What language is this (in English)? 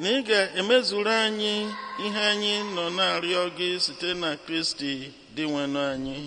Igbo